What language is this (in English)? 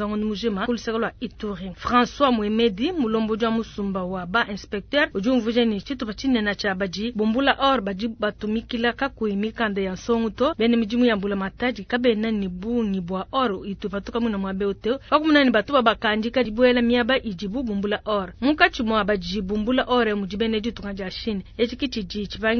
Luba-Lulua